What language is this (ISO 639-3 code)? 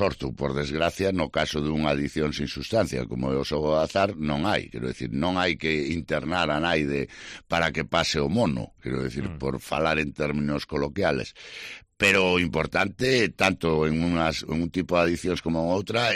glg